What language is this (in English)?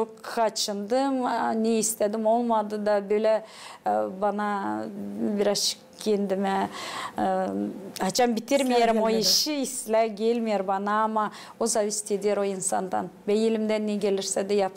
Gagauz